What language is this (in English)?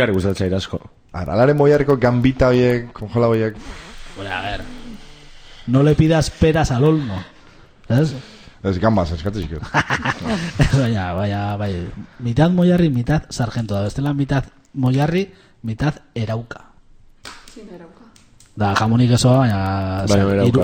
Basque